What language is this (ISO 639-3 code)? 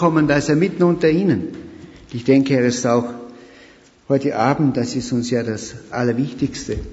deu